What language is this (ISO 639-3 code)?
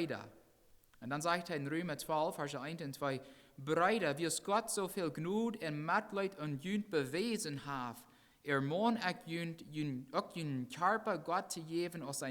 pdt